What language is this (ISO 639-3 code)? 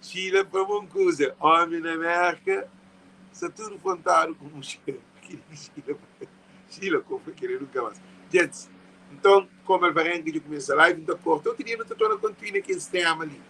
kea